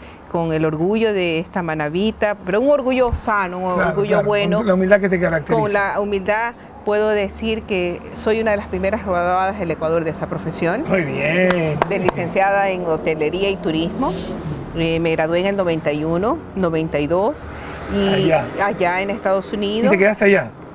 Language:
Spanish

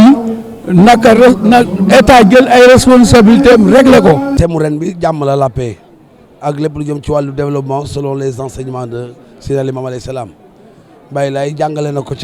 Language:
Wolof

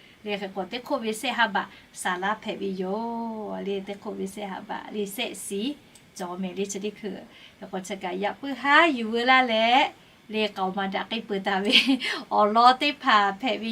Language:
Lahu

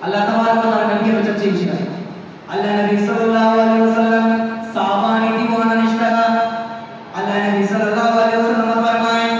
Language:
Eastern Balochi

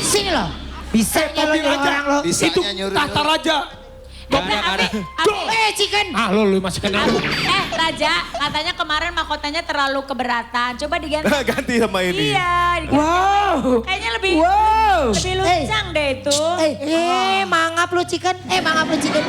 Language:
Betawi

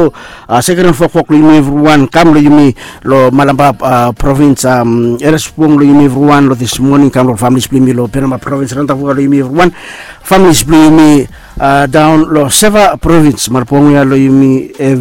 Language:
Bislama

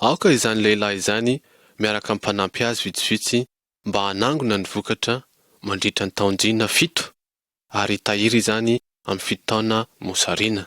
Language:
Malagasy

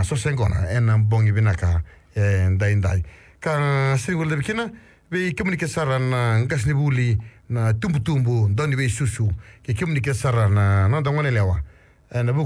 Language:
Fijian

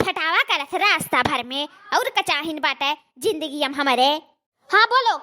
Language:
Awadhi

